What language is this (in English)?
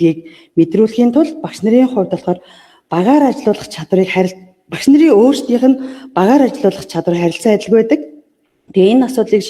Mongolian